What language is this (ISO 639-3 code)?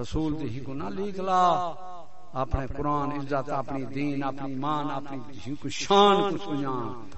skr